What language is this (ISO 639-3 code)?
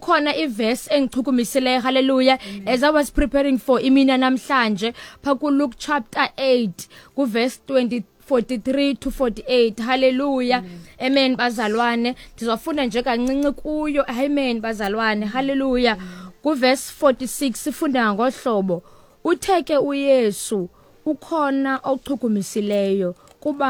xho